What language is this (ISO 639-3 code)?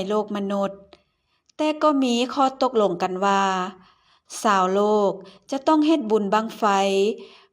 lao